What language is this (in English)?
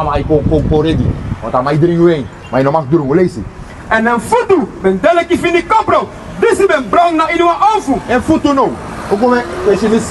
Sranan Tongo